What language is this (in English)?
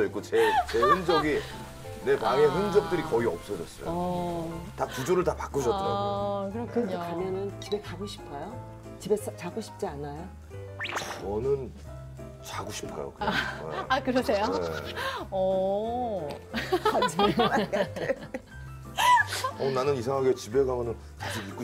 Korean